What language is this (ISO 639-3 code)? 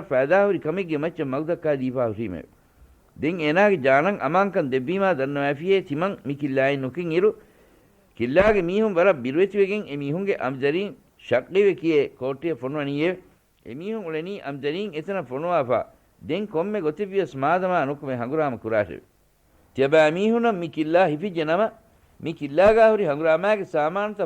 div